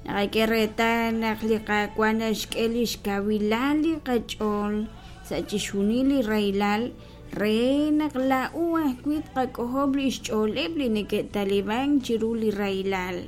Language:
Kekchí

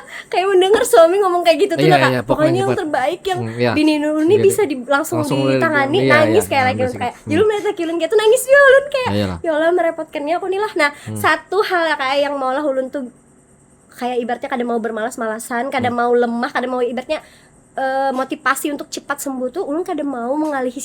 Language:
Banjar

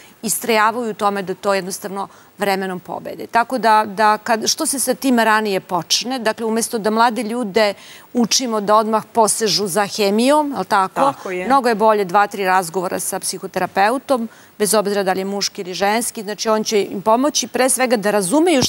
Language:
Serbian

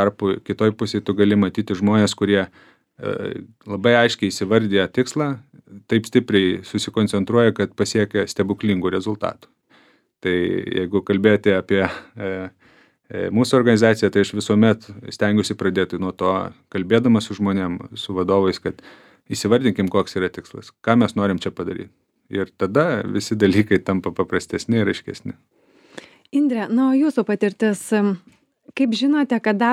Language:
Lithuanian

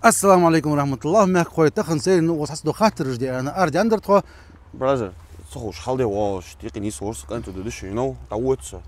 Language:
Ingush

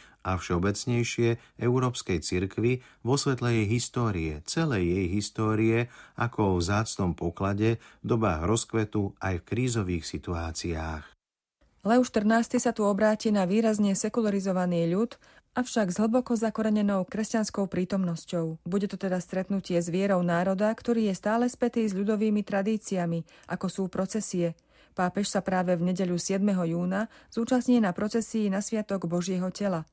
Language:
Slovak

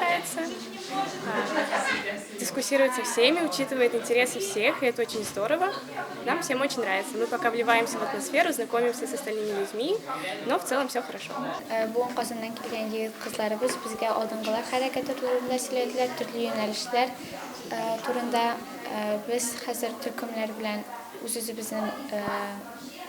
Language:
Tatar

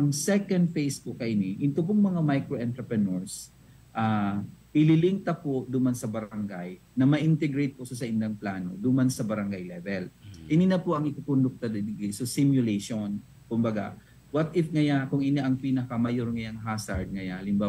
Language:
Bikol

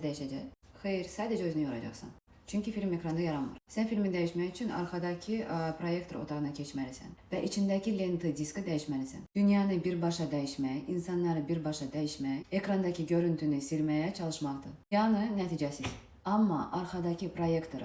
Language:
Azerbaijani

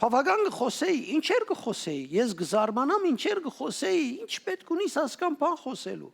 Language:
Western Armenian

